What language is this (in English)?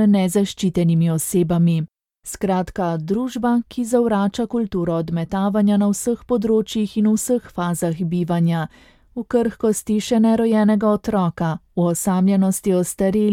Slovenian